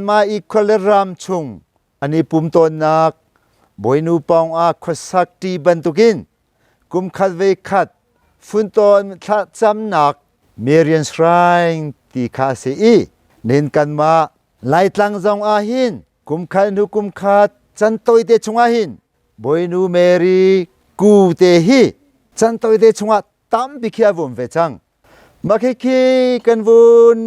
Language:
Hakha Chin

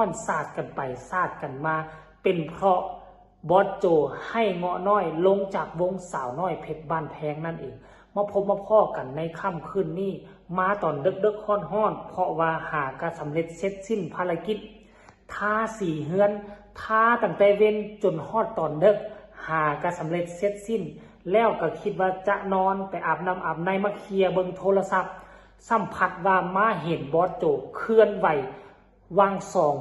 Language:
Northeastern Thai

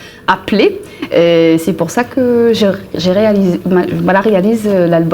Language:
Réunion Creole French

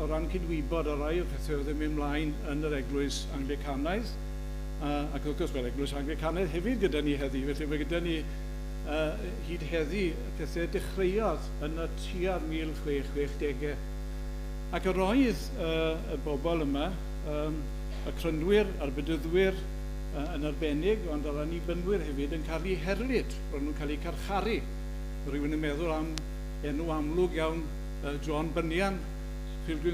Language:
Welsh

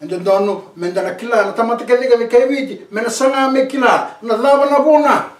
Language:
Fijian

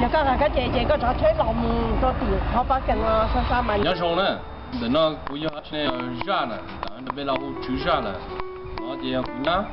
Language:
Hmong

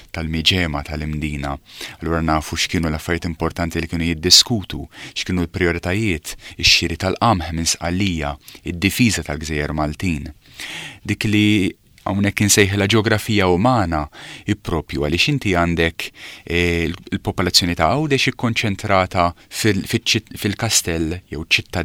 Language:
Maltese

